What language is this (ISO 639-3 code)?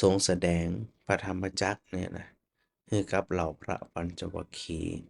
nod